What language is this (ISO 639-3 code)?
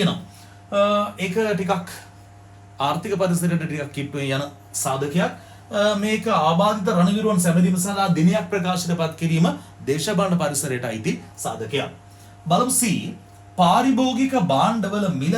sin